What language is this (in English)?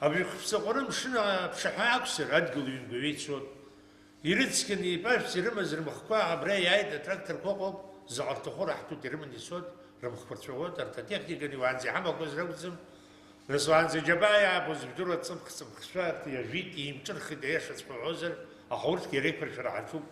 Abkhazian